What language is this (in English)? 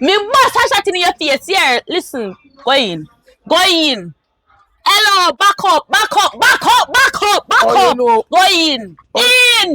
Jamaican Creole English